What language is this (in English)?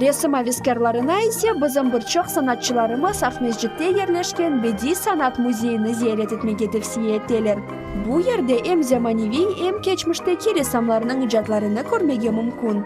Crimean Tatar